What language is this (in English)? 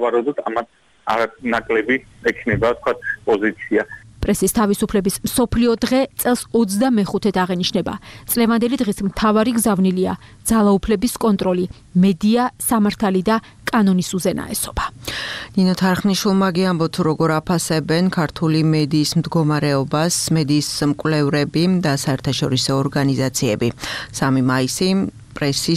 Georgian